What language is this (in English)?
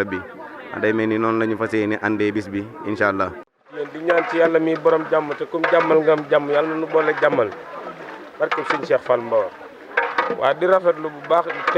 Wolof